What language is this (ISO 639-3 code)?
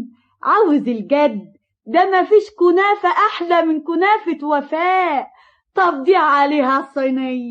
arz